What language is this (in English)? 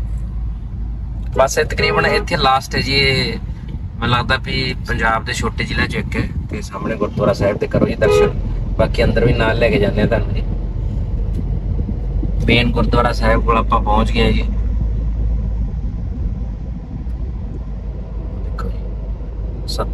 Punjabi